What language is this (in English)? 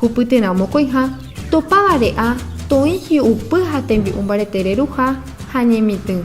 Guarani